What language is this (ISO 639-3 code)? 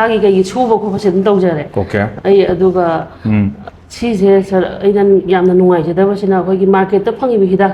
mni